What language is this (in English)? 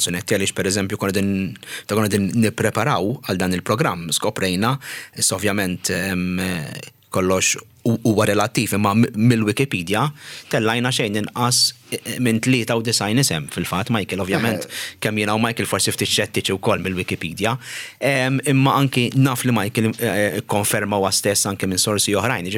Maltese